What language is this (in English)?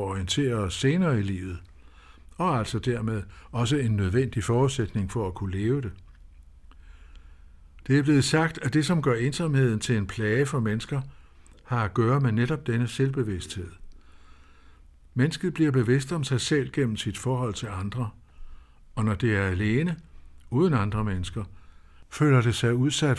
Danish